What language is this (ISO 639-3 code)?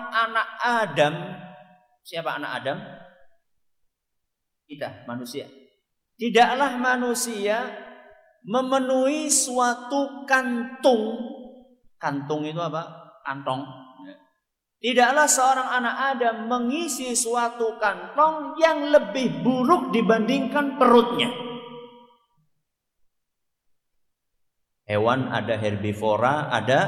ind